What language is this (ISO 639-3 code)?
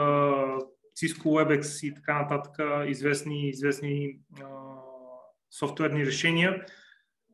bul